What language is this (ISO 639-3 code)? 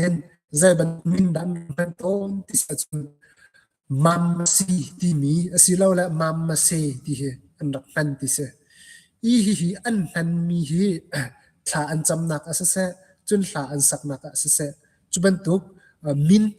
cnh